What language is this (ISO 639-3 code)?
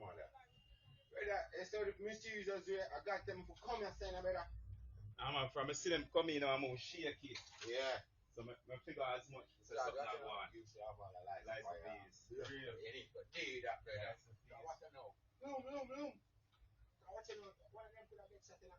jam